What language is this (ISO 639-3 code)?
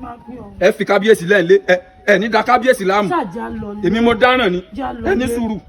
yor